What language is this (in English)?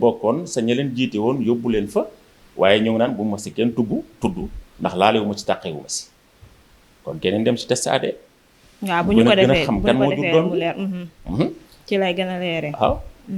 Wolof